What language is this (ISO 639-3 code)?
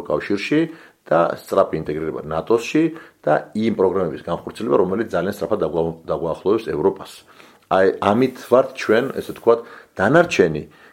kat